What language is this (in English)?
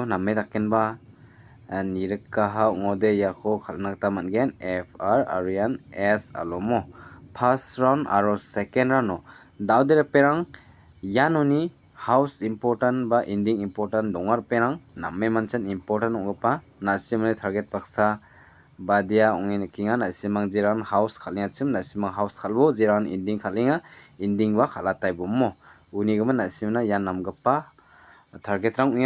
Garo